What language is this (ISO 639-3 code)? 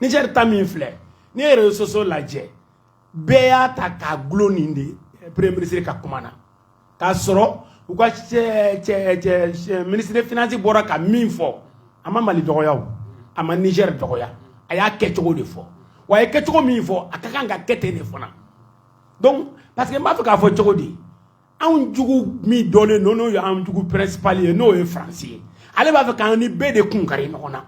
bam